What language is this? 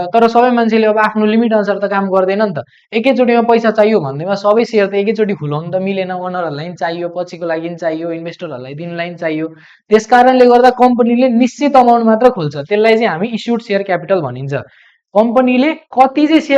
Nepali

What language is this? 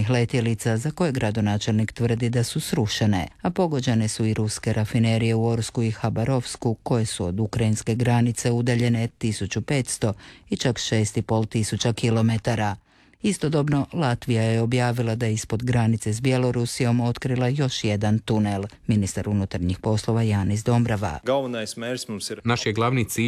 Croatian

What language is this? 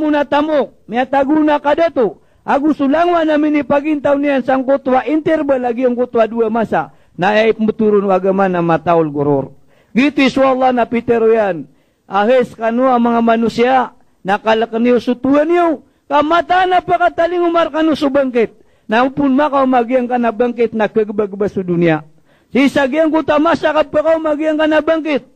Maranao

